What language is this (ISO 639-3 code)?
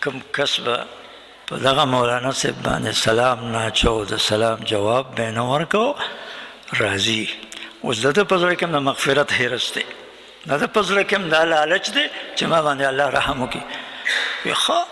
pus